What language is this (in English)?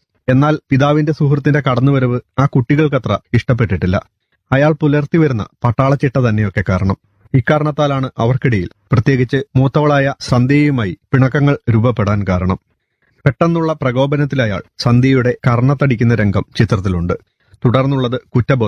Malayalam